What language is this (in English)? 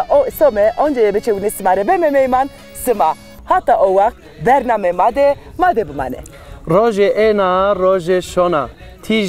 Zaza